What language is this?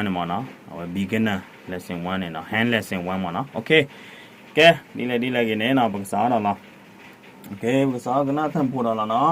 S'gaw Karen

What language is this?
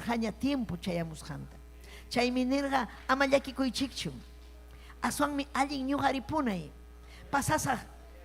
Ayacucho Quechua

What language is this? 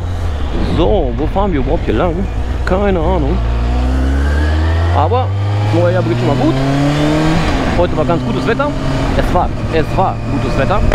German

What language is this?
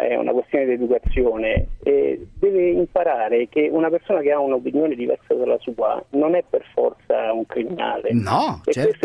Italian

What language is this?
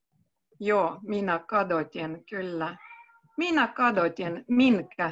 Finnish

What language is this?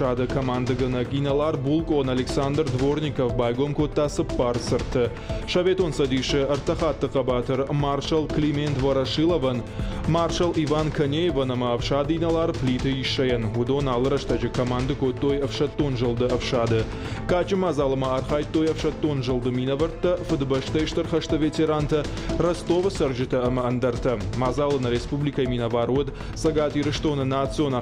Ossetic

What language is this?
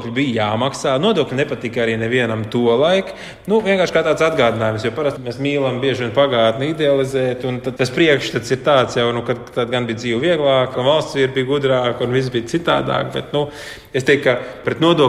Latvian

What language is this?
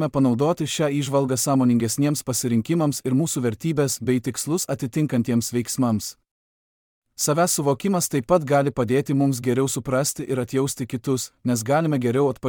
Lithuanian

